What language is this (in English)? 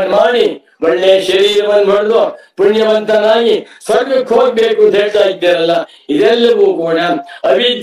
Kannada